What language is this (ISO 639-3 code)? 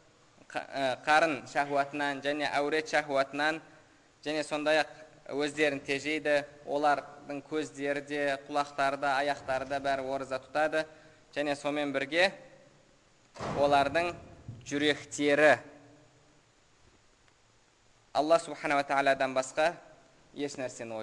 kaz